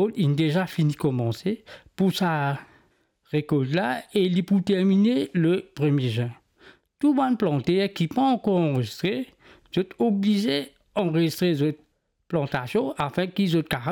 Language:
Morisyen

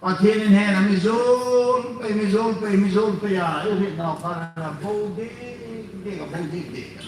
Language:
Hmar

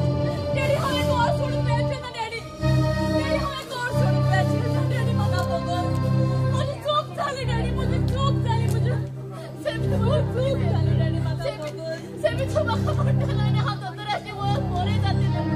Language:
Konkani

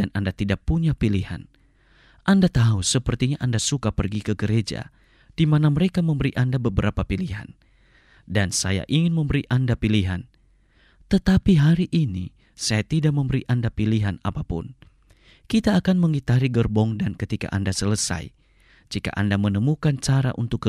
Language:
Indonesian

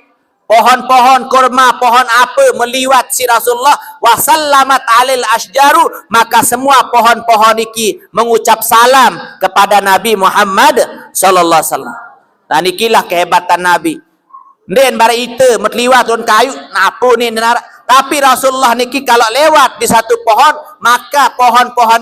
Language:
Sasak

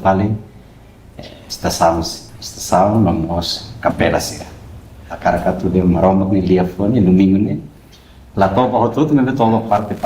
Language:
Tetum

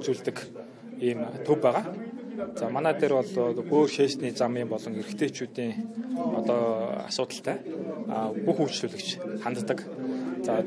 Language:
Mongolian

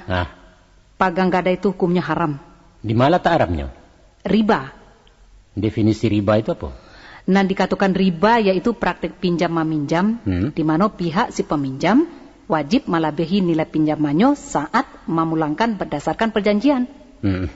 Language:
Minangkabau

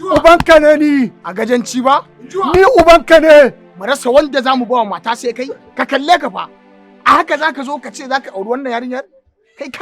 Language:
Hausa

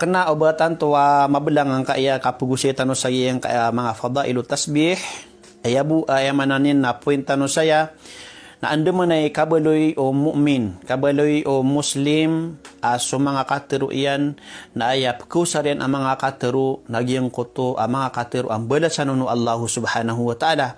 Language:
Maranao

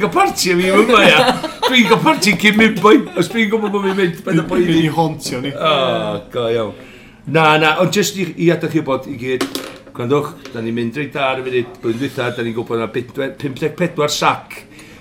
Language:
Welsh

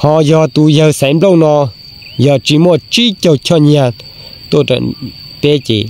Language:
Hmong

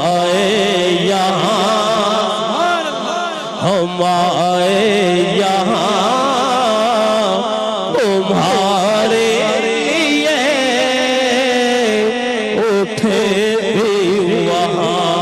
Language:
Urdu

